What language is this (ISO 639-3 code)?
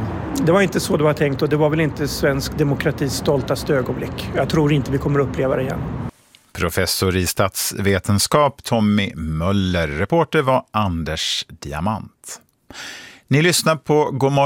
swe